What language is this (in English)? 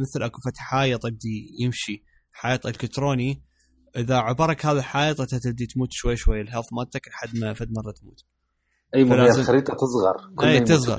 Mesopotamian Arabic